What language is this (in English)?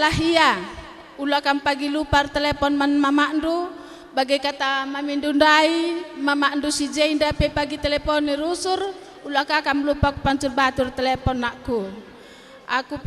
Batak Karo